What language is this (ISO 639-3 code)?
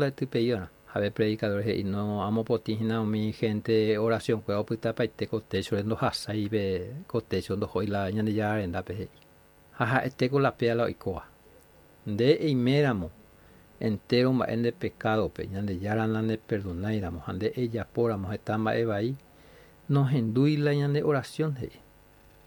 grn